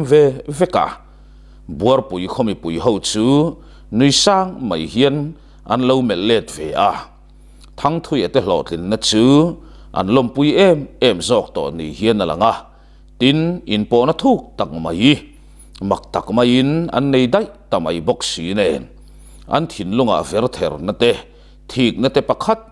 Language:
Mizo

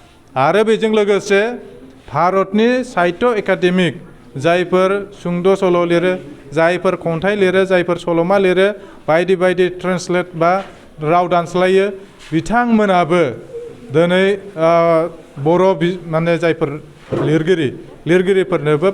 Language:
Bodo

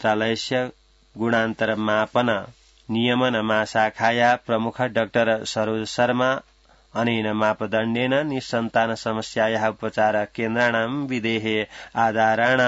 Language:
Sanskrit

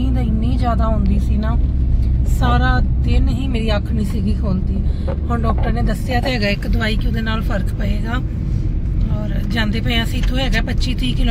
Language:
Punjabi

